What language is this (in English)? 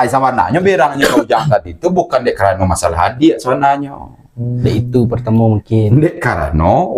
Minangkabau